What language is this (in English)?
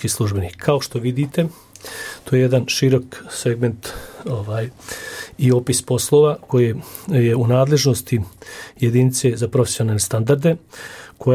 Bosnian